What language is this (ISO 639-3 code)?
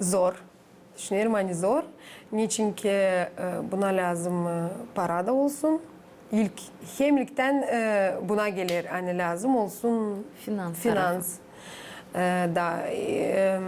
gag